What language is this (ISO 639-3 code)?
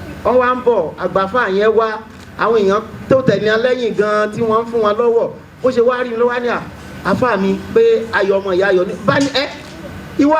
yor